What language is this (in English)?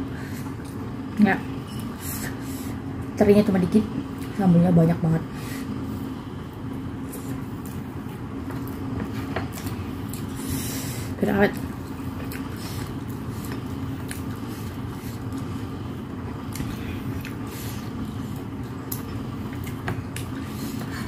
Indonesian